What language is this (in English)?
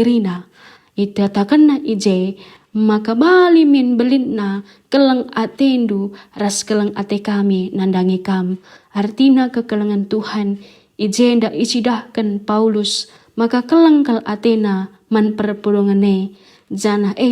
Batak Karo